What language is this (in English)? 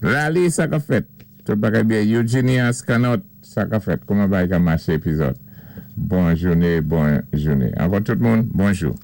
Saint Lucian Creole French